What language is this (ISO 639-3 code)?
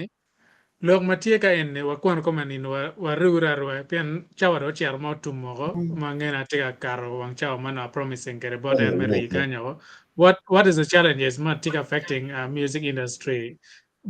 ach